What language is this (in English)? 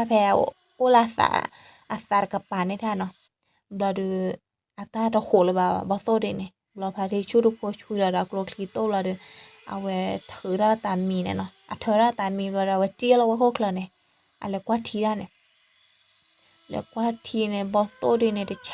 S'gaw Karen